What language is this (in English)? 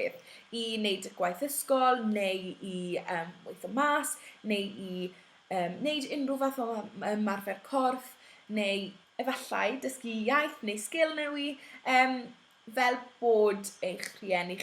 Welsh